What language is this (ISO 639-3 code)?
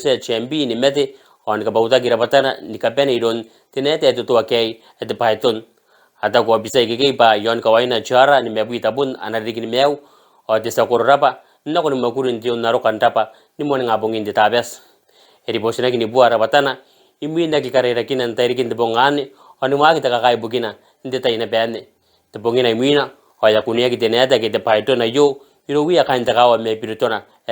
gil